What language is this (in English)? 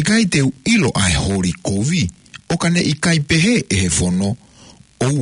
Tongan